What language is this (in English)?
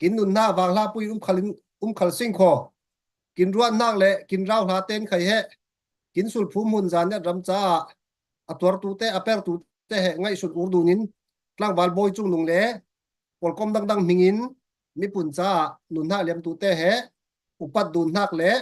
Falam Chin